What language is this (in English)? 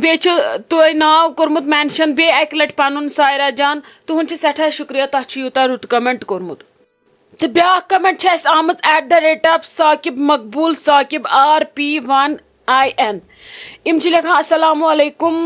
Kashmiri